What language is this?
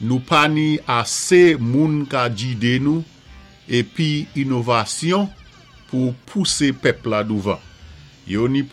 Saint Lucian Creole French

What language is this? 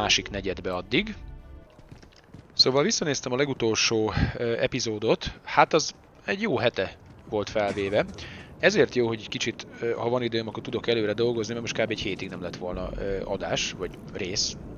Hungarian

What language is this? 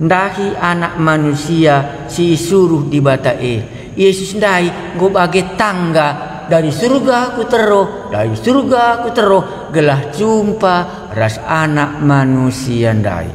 Batak Karo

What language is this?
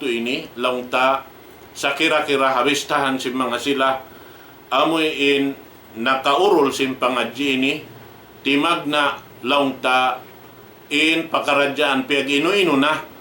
Tausug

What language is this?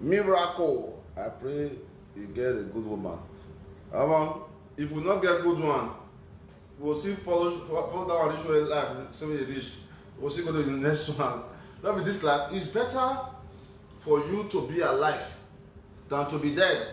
Nigerian Pidgin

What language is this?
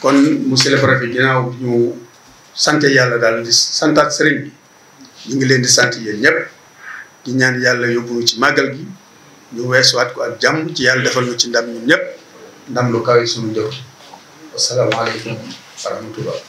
Wolof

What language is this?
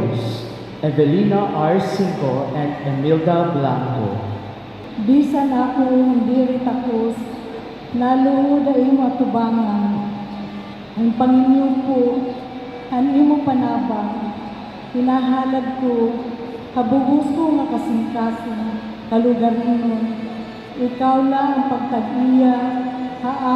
Waray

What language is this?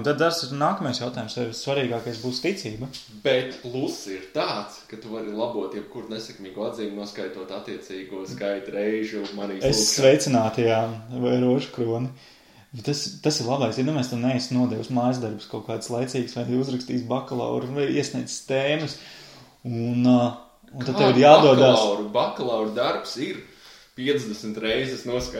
Latvian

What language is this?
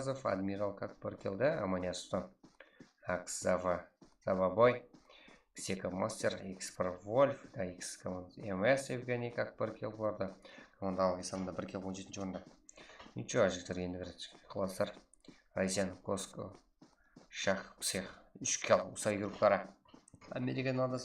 Kara-Kalpak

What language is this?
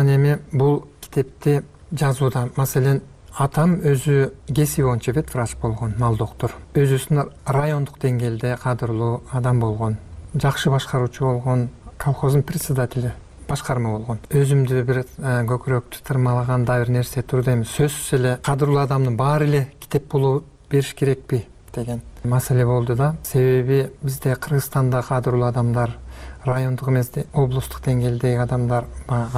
Kyrgyz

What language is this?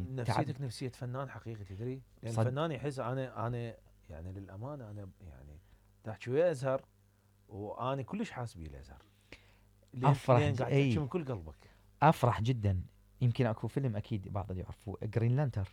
Mesopotamian Arabic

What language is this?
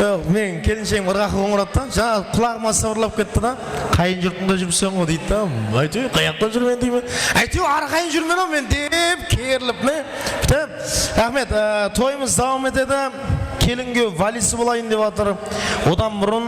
Kara-Kalpak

